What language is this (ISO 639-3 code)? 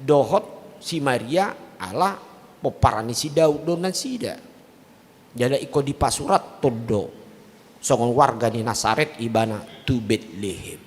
bbc